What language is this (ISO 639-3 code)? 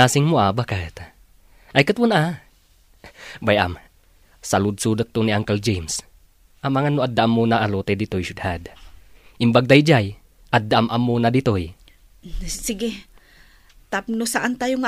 ilo